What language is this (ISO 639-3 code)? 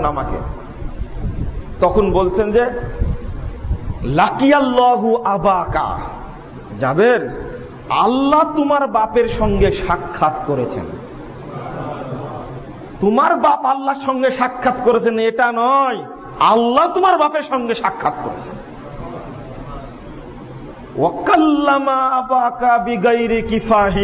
ben